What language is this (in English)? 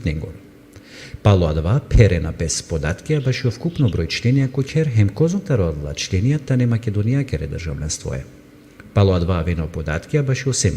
Balkan Romani